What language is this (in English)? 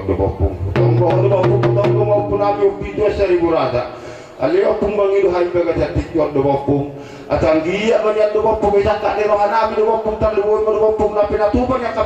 Batak Toba